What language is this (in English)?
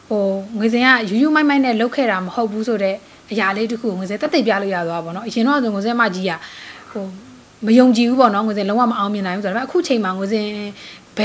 Burmese